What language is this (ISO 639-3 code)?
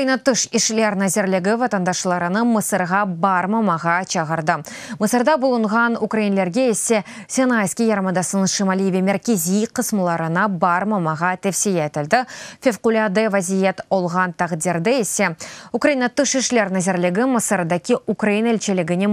crh